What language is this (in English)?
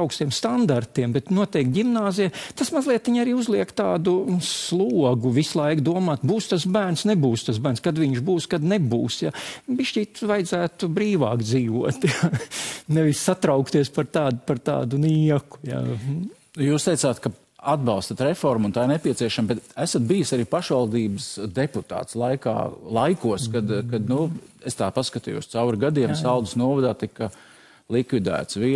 Latvian